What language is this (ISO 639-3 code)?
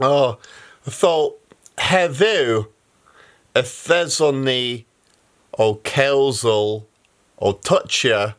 cor